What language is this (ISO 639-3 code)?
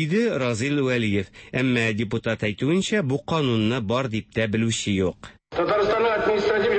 tat